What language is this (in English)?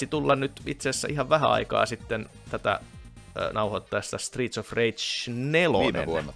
Finnish